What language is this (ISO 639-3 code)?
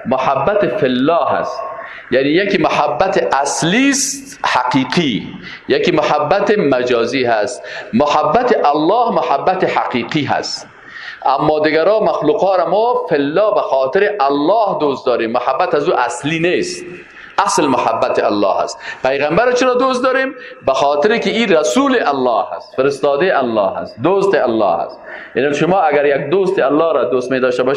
fas